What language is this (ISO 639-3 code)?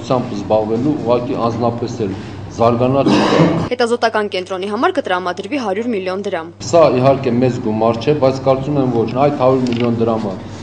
hye